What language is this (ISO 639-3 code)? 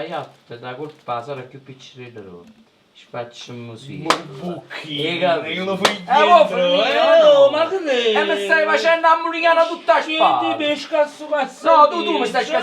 nap